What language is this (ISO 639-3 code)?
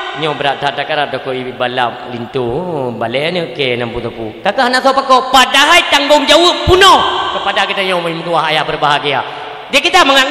ace